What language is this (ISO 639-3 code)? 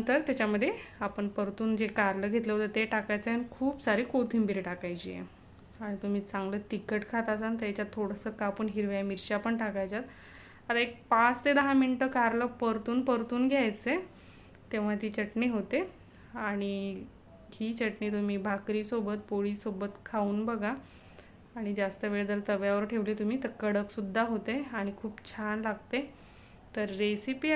mar